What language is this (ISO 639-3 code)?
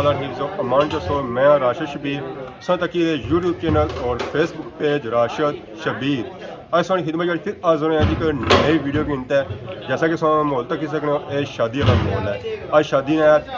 phr